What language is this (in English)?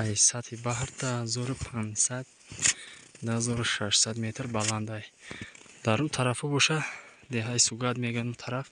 Tajik